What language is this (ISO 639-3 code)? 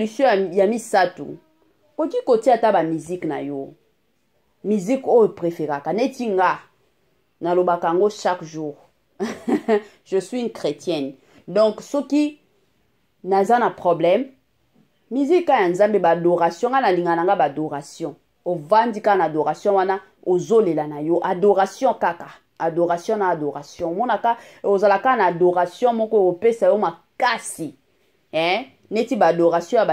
lin